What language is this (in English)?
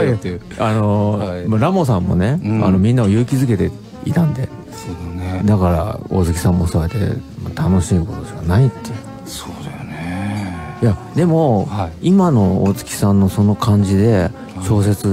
Japanese